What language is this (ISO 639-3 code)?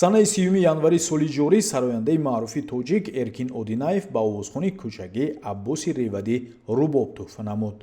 tgk